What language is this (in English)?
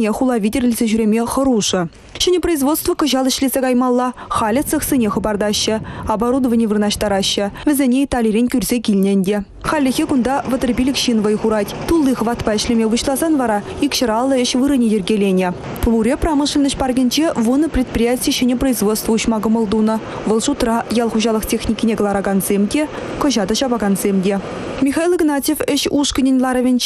Chuvash